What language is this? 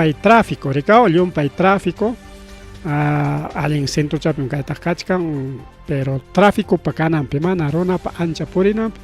Ayacucho Quechua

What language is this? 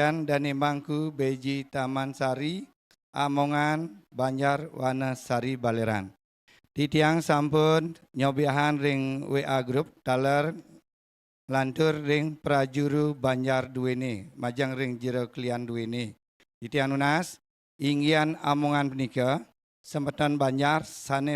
Balinese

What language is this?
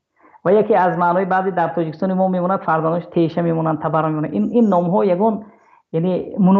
Tajik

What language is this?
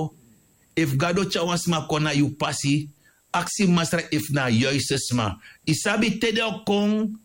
Sranan Tongo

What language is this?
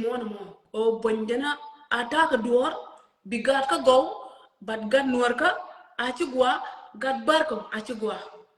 Nuer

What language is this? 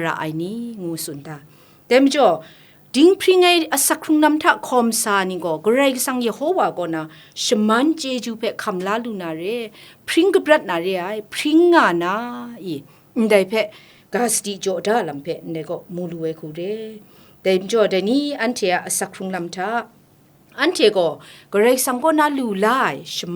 Kachin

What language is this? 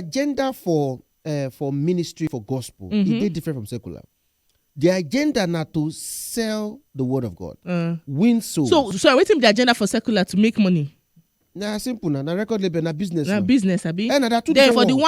Nigerian Pidgin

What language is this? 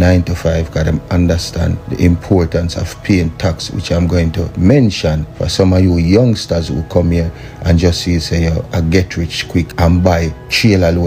Jamaican Creole English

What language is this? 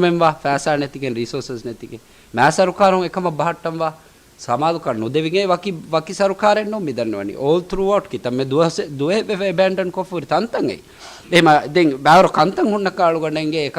Divehi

